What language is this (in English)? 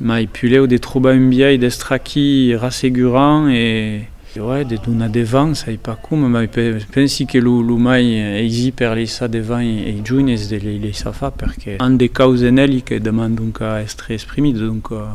Occitan